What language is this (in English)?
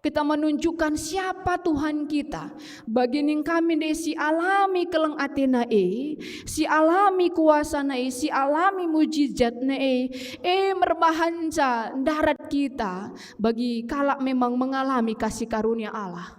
Batak Karo